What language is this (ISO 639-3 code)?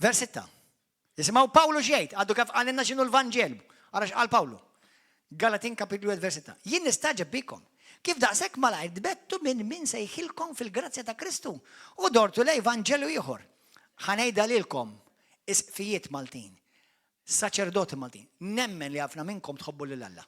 mlt